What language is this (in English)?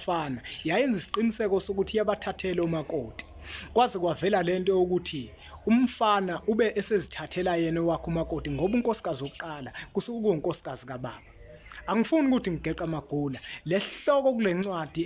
Zulu